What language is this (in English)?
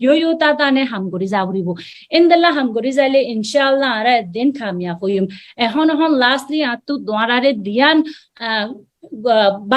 Rohingya